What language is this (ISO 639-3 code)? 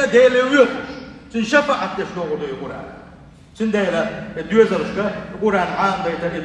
che